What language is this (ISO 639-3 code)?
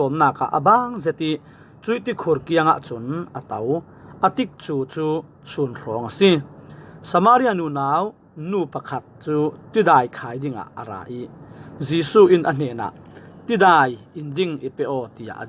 cfm